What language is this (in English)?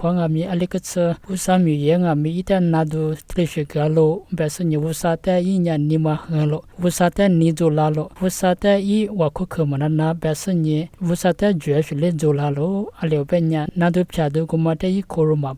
Lisu